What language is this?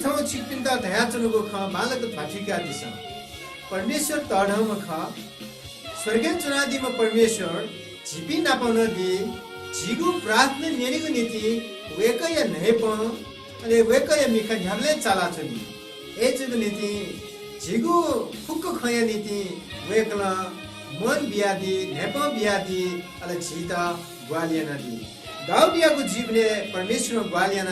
Newari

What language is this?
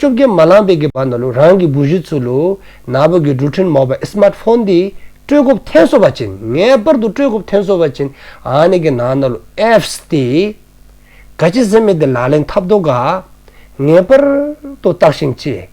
Dzongkha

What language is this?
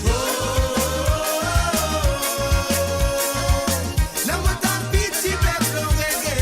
Morisyen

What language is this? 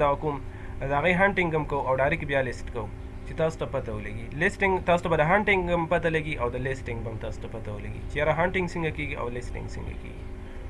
Pashto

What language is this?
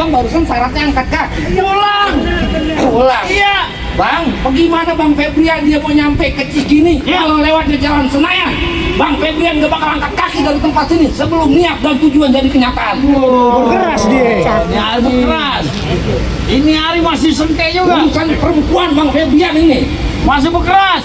Betawi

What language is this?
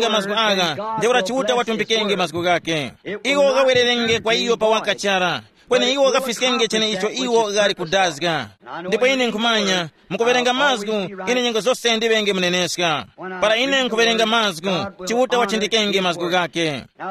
Tumbuka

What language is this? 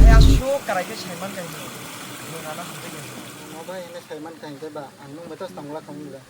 Kok Borok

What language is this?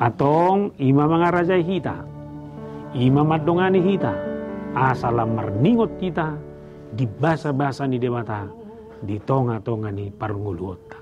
Batak Toba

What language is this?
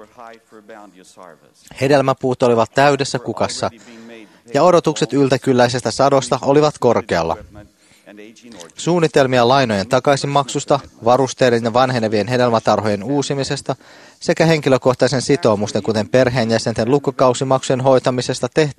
Finnish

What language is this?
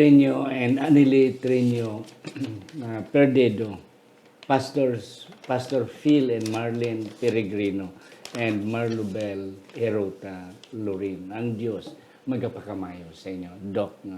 Hiligaynon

